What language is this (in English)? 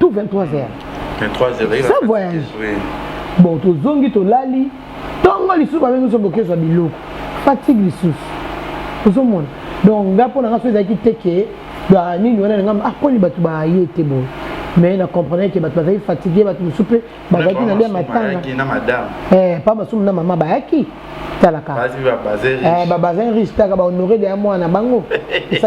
Lingala